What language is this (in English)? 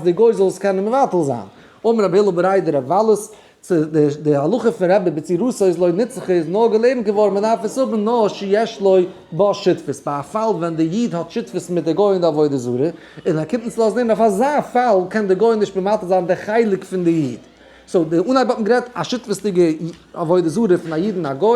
Yiddish